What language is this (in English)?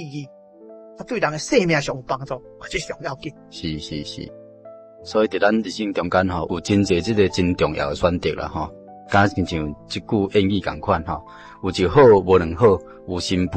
Min Nan Chinese